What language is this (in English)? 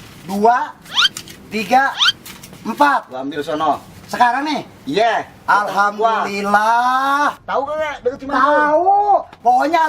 Betawi